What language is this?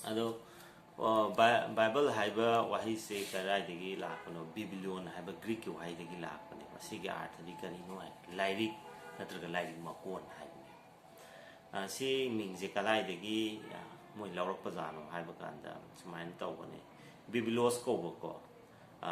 Manipuri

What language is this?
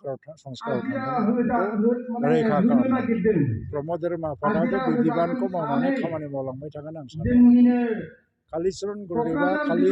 Bodo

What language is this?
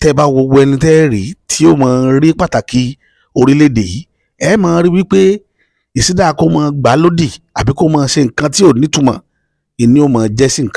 Yoruba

